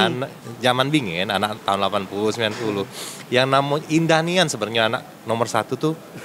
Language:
Musi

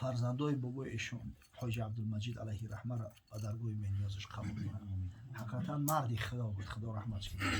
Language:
Tajik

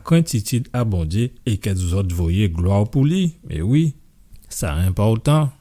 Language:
Guadeloupean Creole French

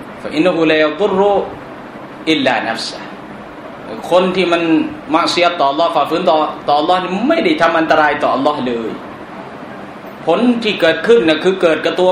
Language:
Thai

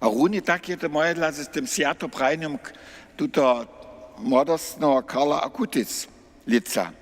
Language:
Upper Sorbian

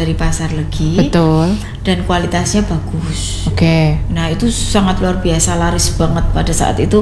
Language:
Indonesian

